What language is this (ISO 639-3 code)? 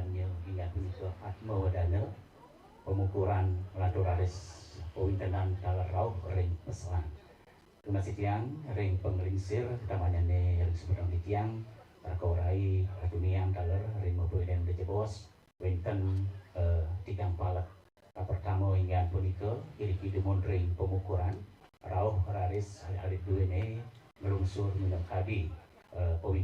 ban